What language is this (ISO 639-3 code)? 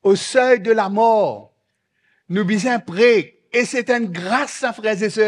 mfe